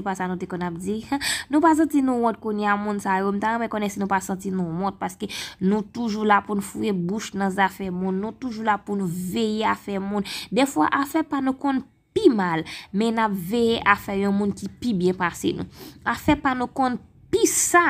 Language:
Haitian Creole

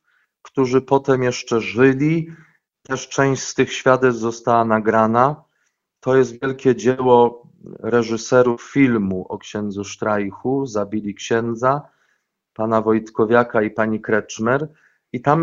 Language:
Polish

